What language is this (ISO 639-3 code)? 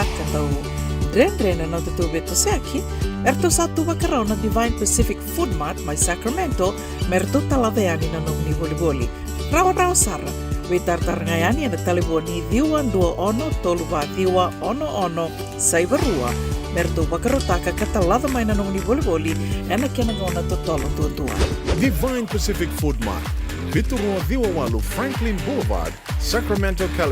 fij